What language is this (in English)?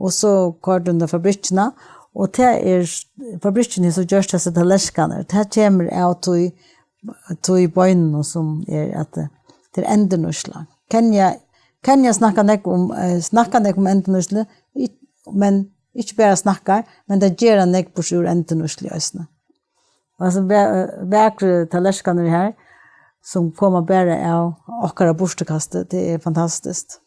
Faroese